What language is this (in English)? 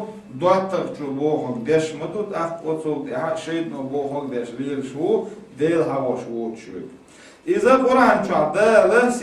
Chechen